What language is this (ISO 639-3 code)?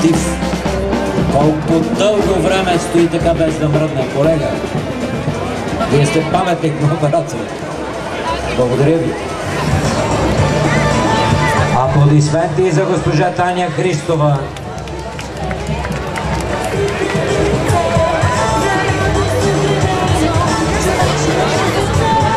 bul